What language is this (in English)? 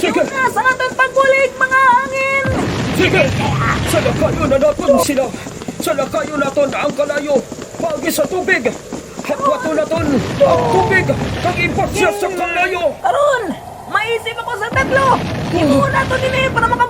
Hiligaynon